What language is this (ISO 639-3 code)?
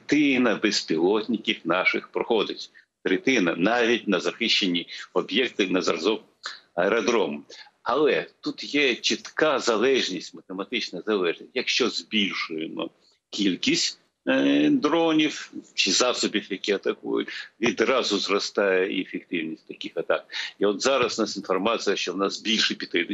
ukr